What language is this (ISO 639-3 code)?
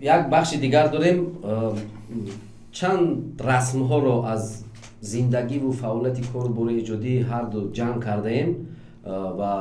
tgk